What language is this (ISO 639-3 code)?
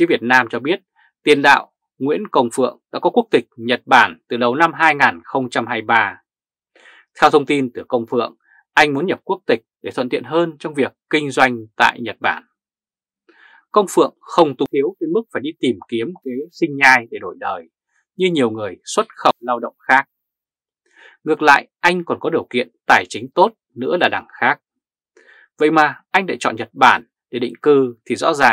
vie